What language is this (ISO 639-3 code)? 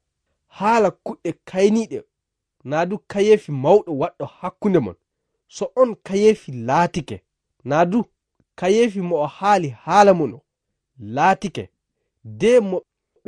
ful